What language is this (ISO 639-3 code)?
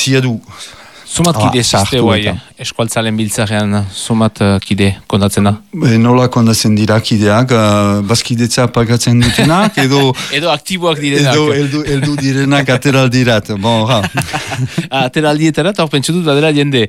eus